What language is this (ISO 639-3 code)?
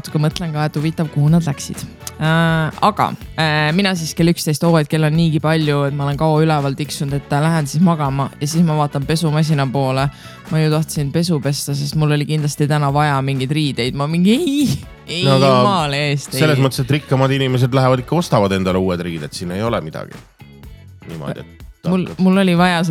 est